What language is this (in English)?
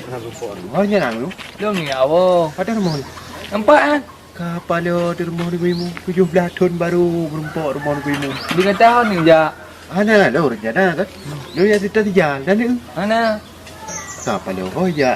Achinese